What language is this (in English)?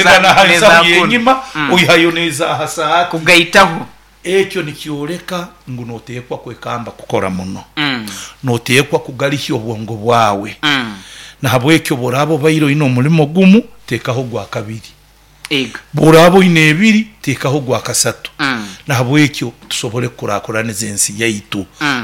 Nyoro